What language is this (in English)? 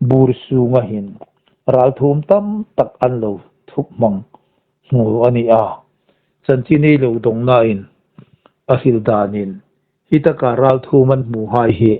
Hmar